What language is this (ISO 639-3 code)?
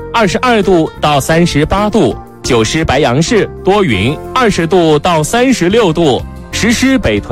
zho